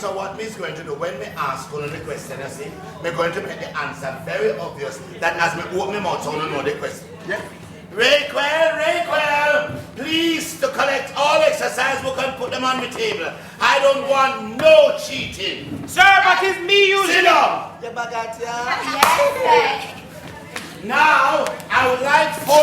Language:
Jamaican Creole English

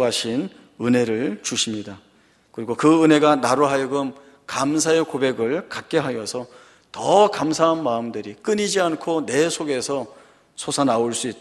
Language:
Korean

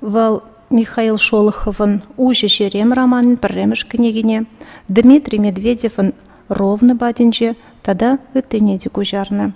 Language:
Chuvash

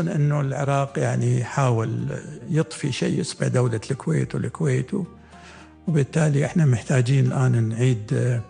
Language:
Gulf Arabic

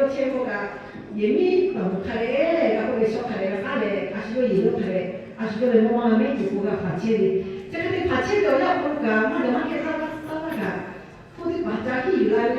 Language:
Lahu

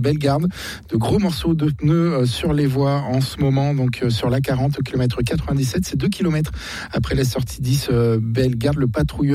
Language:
French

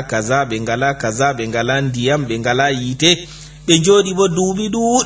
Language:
Fula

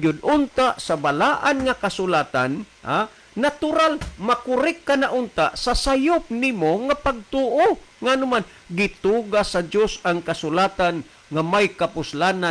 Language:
Cebuano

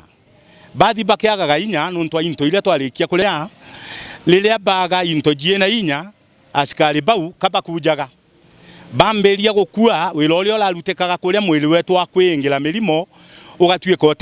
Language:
Meru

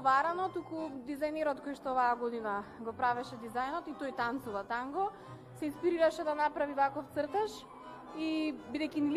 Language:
Macedonian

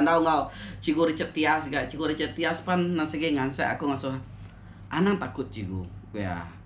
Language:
Iban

